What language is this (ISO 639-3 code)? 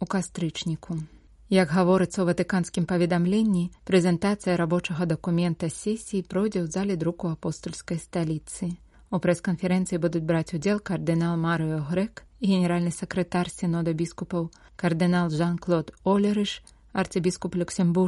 bel